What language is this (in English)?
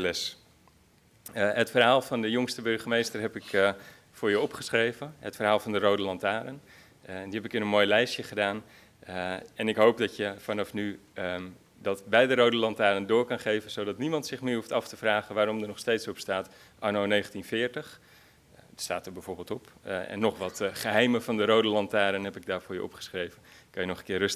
Dutch